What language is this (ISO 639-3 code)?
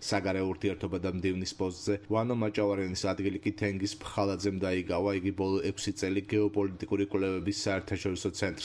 kat